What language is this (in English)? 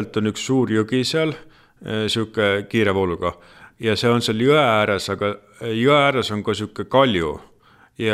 Estonian